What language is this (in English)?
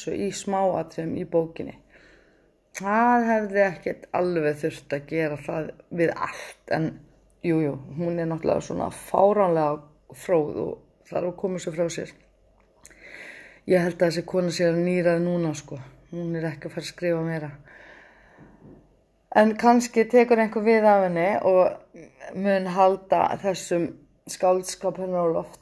Icelandic